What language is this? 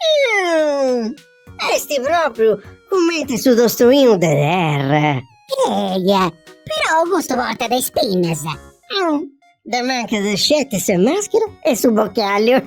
Sardinian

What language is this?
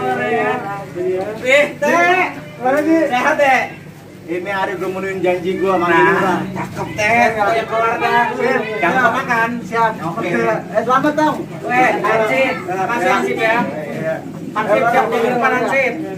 Betawi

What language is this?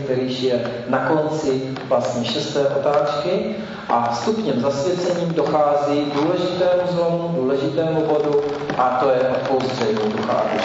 Czech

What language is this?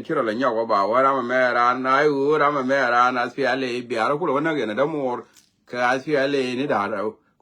Nuer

